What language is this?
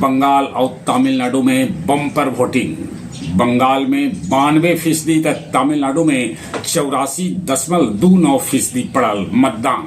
Magahi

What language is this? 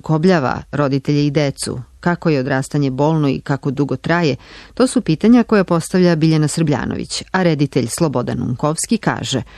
Serbian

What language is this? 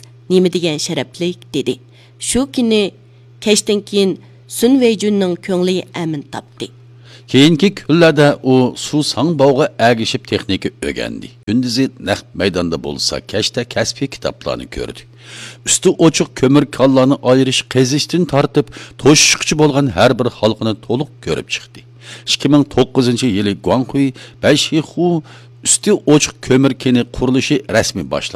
Uyghur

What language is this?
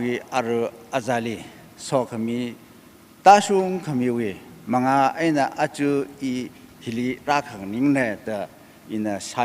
Tangkhul Naga (India)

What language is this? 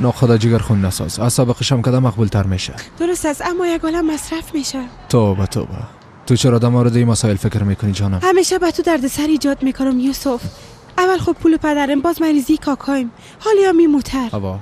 Persian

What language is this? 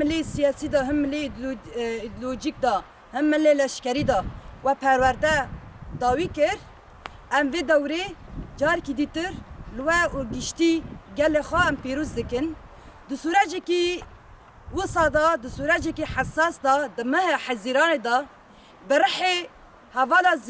Kurdish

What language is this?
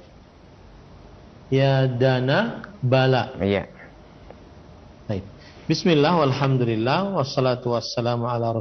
Indonesian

